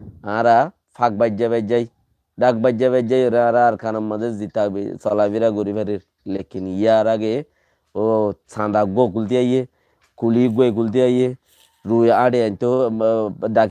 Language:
Rohingya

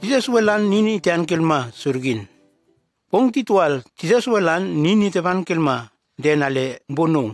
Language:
Nume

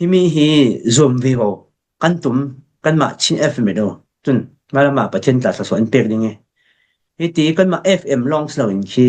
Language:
Falam Chin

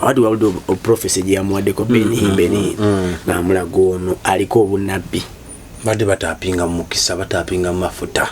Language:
Ganda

